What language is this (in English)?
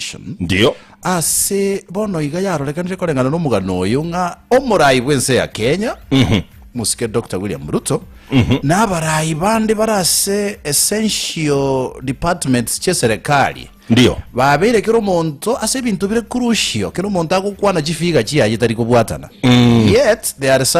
Gusii